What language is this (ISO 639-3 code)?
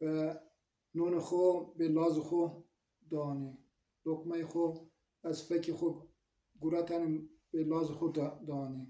zza